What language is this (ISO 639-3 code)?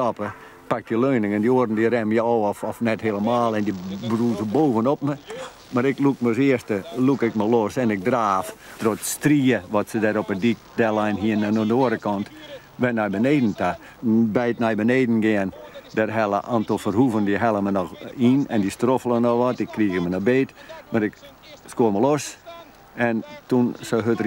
fry